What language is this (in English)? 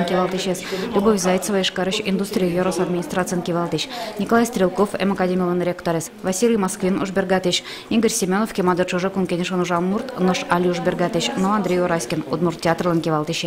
Udmurt